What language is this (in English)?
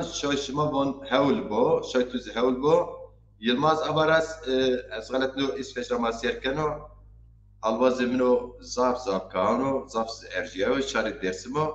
Zaza